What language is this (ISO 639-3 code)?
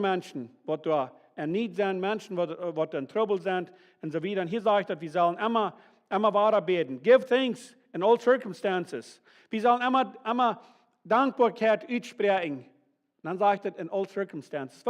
pdt